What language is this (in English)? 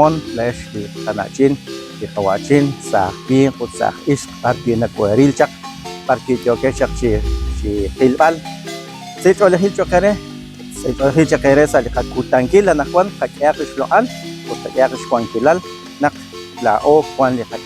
Kekchí